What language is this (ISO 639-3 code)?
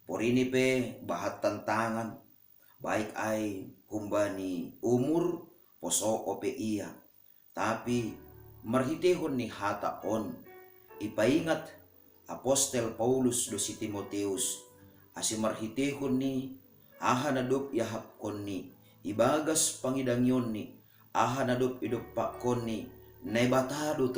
bts